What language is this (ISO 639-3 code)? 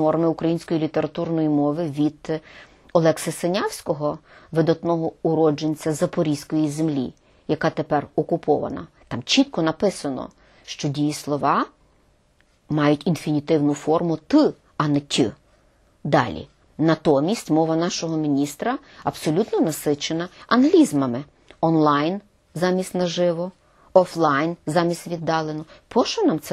ukr